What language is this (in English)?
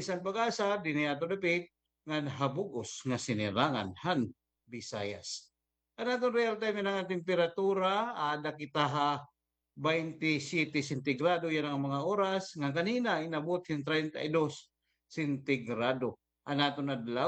Waray